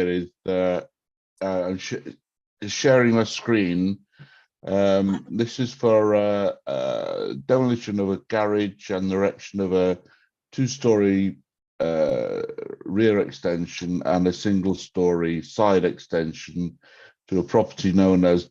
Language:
Welsh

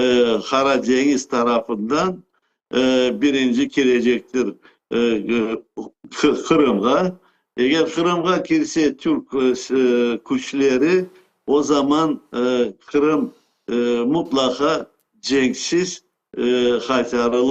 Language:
Crimean Tatar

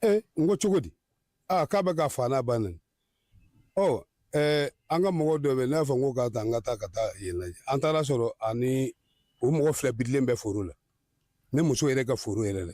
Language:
Bambara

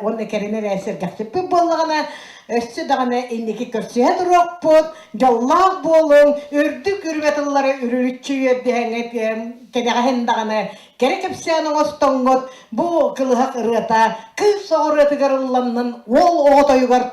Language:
Yakut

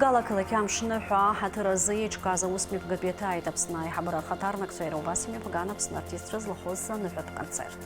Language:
Abkhazian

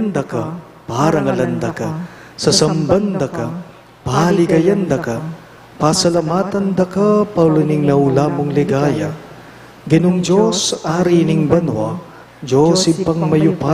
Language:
Pampanga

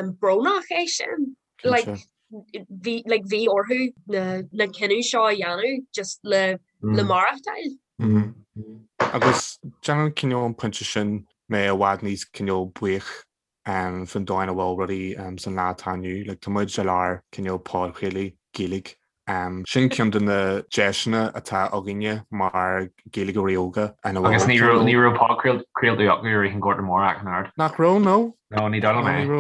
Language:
Irish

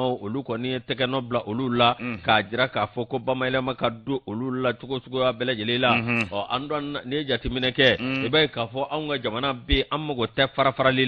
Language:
Bambara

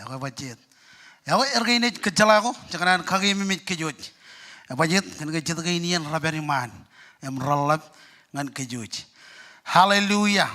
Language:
Marshallese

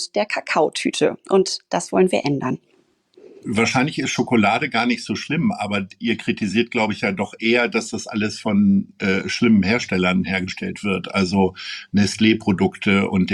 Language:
German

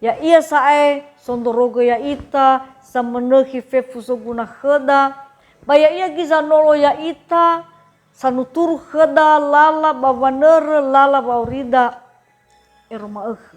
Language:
Nias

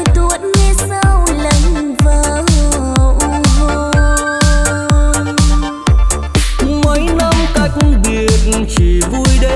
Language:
Vietnamese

